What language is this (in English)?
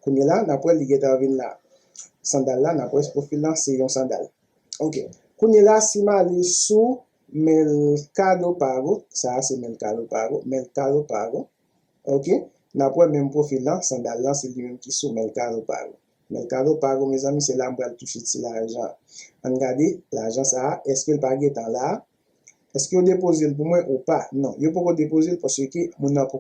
Haitian Creole